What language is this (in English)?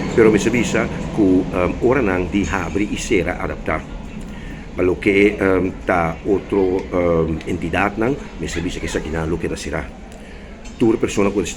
Papiamento